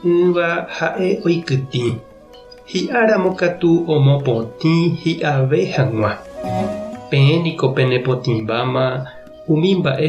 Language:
Guarani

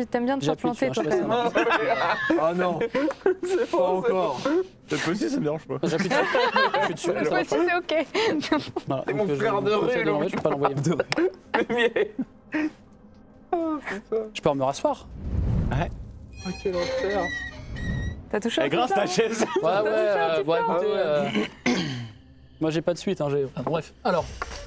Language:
French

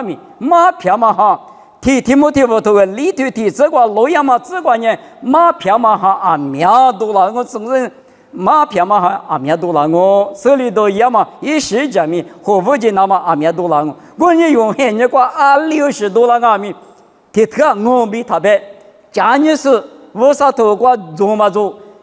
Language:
Lisu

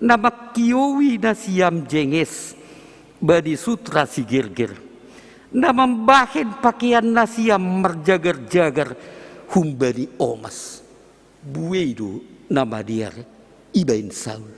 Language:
Batak Simalungun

